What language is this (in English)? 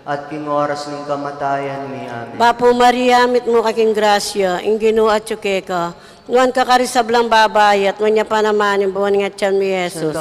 Pampanga